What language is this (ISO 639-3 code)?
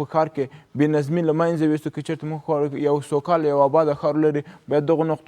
pus